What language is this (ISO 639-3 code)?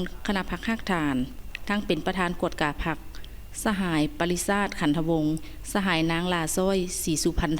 lao